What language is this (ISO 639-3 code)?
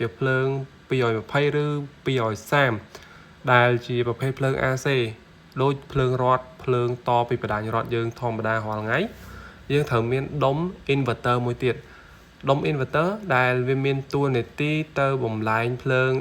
khm